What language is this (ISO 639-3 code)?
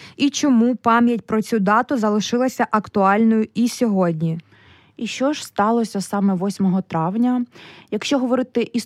ukr